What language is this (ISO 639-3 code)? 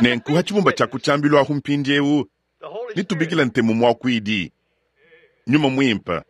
lua